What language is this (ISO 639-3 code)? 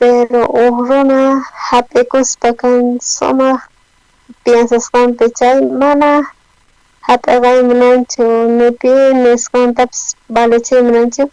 quh